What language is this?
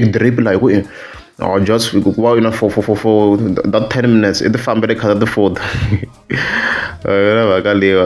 Tsonga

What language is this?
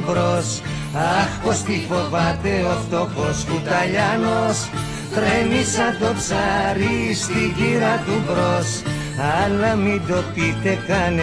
Greek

